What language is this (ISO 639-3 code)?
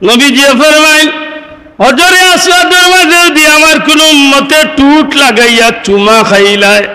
syl